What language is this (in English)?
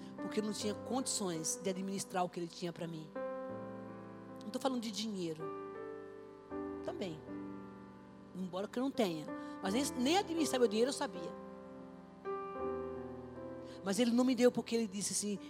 Portuguese